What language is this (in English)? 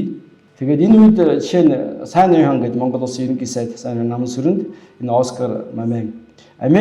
Mongolian